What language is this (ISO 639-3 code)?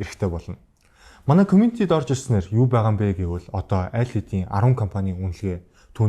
mon